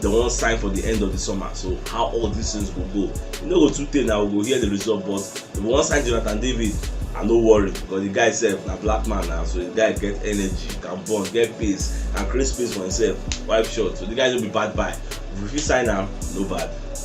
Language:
Nigerian Pidgin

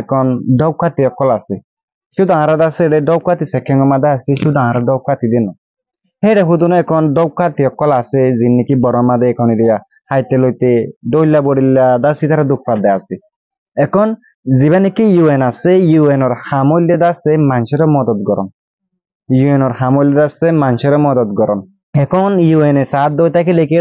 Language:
Rohingya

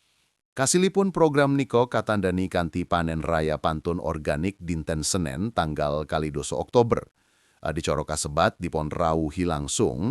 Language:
Javanese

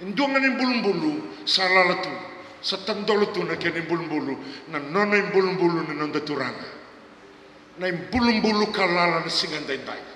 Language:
Fijian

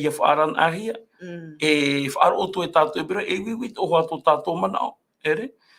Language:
Tahitian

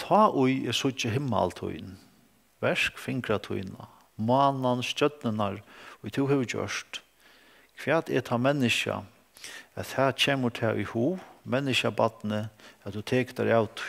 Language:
Faroese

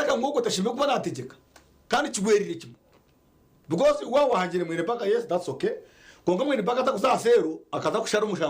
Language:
Nyankole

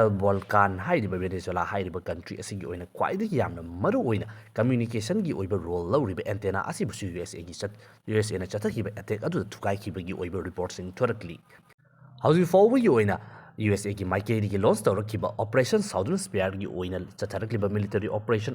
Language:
Manipuri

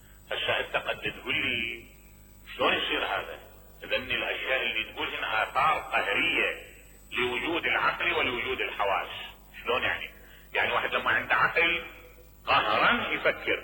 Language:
Mesopotamian Arabic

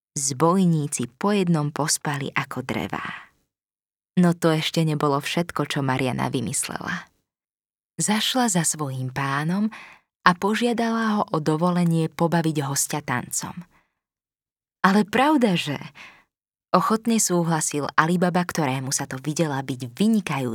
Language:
Slovak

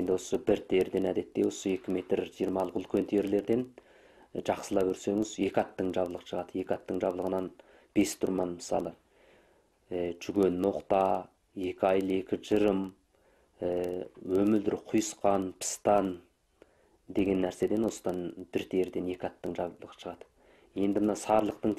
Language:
Kazakh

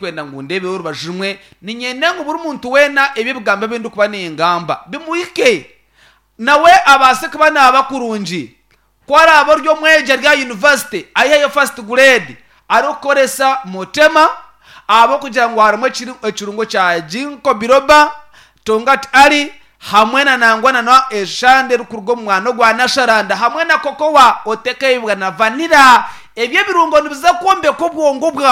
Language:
Nyankole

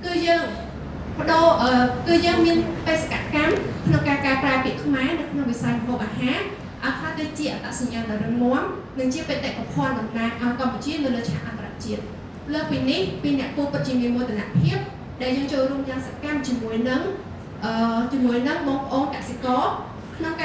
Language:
Khmer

